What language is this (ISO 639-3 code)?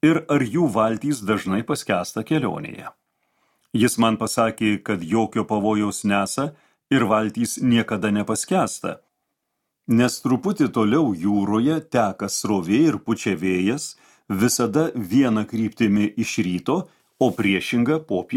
lit